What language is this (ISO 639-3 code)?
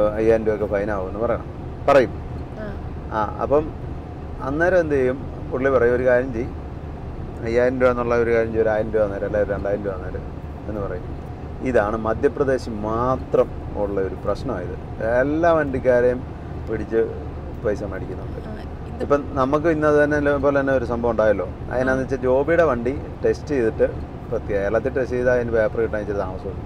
mal